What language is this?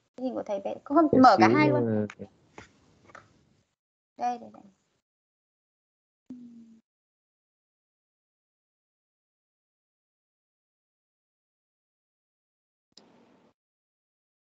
Vietnamese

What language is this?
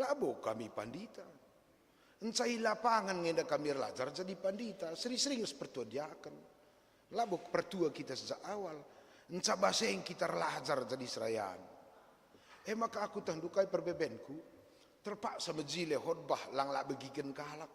Batak Karo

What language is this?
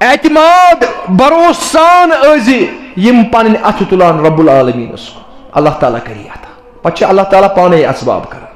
Kashmiri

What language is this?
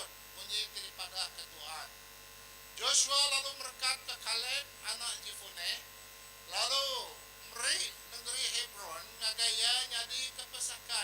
Iban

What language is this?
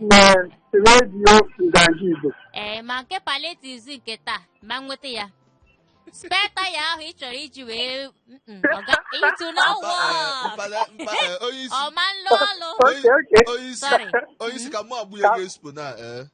Igbo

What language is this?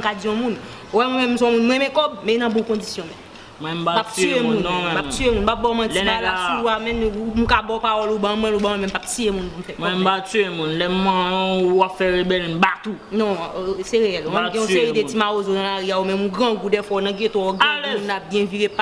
Haitian Creole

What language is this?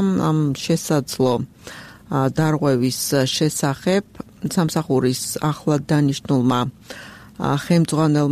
Georgian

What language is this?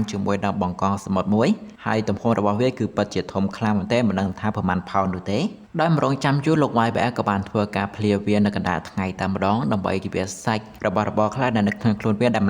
Khmer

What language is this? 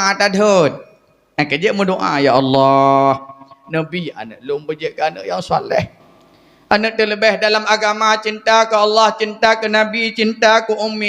Achinese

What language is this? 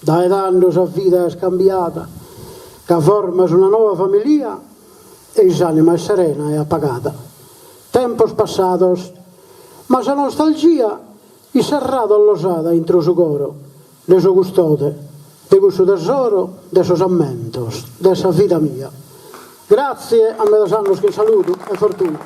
Sardinian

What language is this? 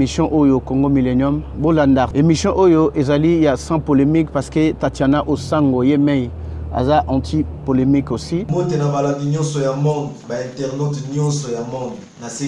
Lingala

